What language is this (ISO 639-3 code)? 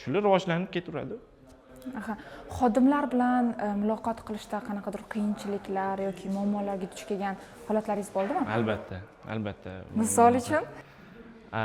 uzb